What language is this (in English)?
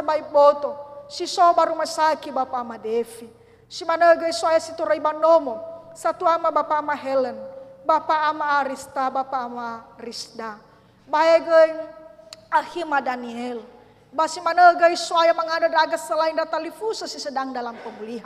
Nias